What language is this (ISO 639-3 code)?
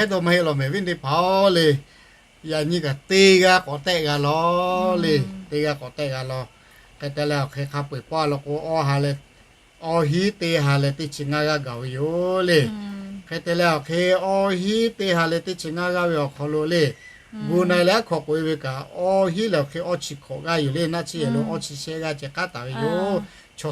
lhu